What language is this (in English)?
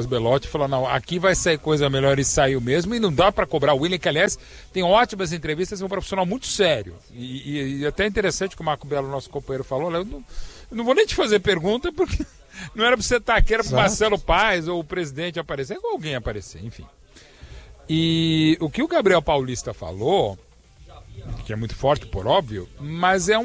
Portuguese